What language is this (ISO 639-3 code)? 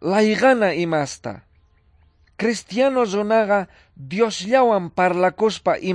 que